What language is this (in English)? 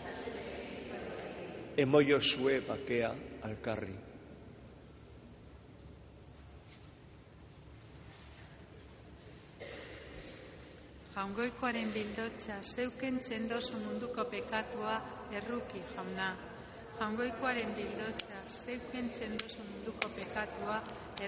Basque